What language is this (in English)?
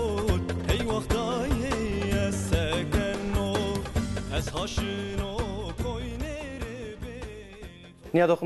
Zaza